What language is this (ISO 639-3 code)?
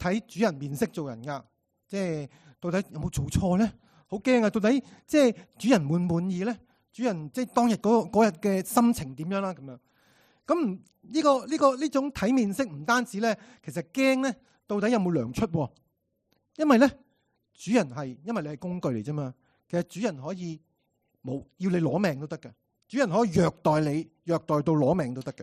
yue